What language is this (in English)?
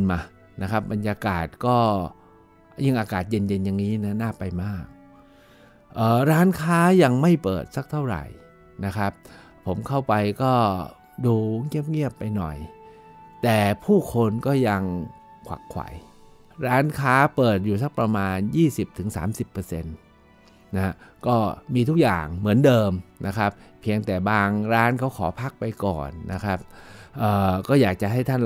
Thai